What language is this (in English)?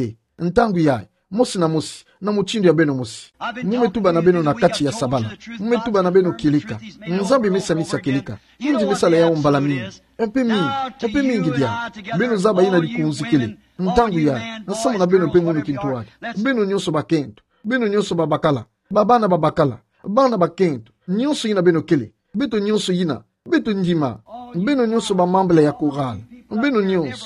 Kituba (Democratic Republic of Congo)